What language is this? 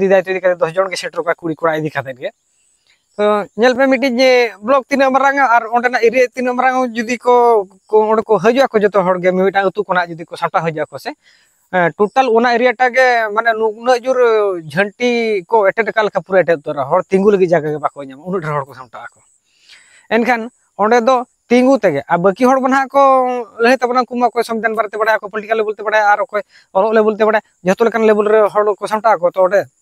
Santali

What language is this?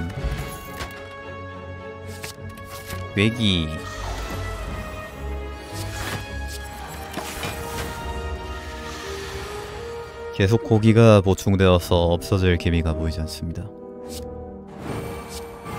Korean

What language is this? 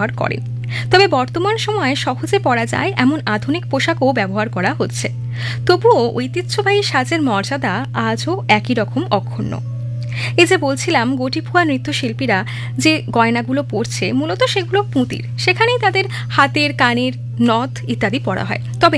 Bangla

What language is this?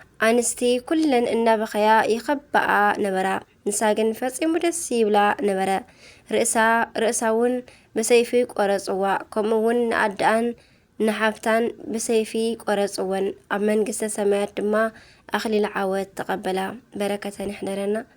Tigrinya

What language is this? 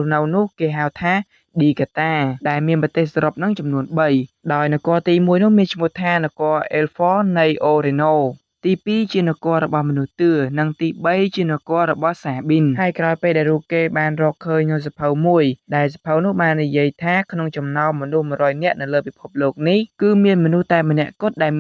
Khmer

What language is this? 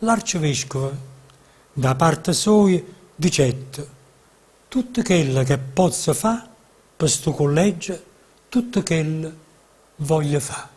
Neapolitan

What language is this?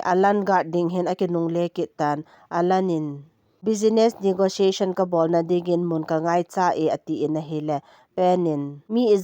Thado Chin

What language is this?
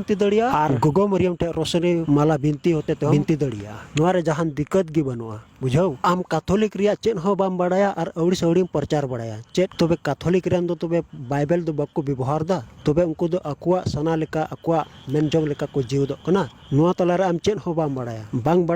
Santali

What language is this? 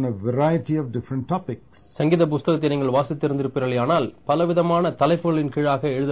Tamil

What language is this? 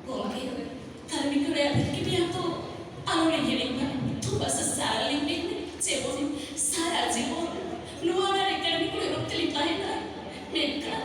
Santali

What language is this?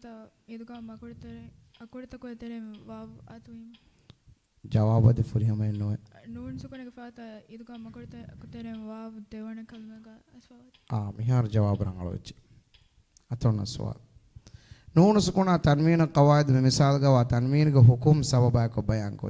Divehi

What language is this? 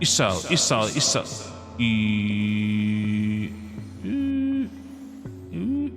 Welsh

